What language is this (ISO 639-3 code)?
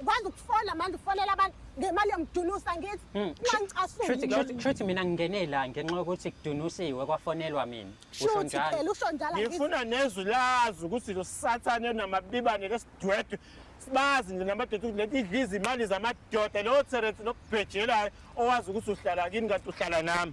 zul